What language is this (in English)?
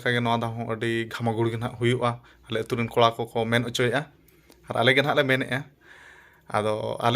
Santali